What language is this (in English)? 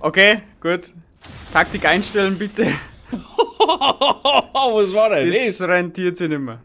Bavarian